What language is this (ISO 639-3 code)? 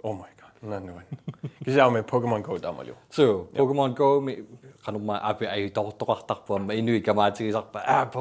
kal